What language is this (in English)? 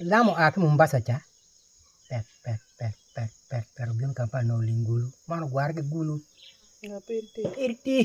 Acoli